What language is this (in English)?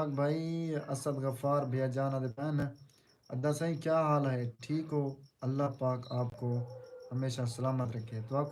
Saraiki